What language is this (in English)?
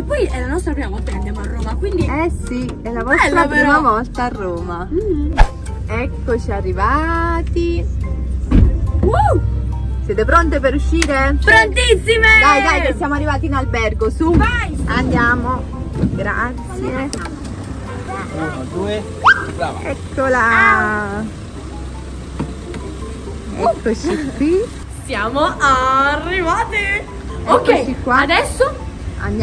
Italian